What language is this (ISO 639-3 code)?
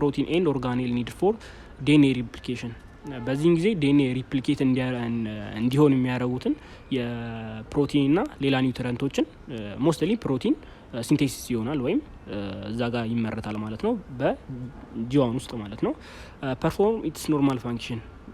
amh